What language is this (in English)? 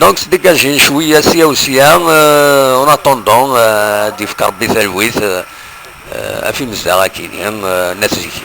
Kabyle